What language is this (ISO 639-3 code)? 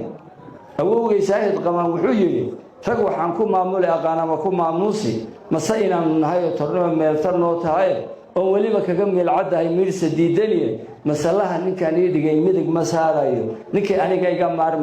som